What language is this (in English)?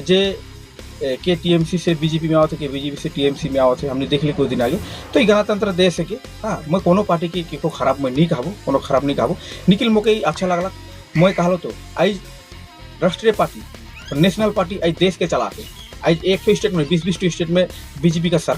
Sadri